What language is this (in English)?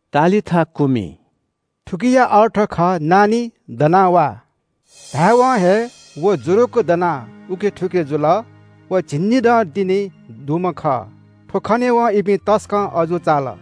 Newari